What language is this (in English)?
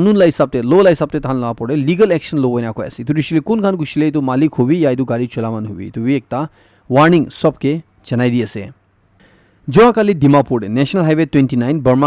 Naga Pidgin